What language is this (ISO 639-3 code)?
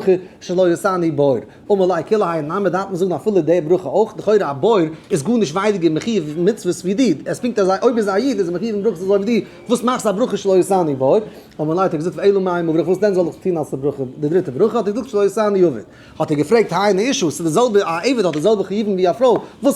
yid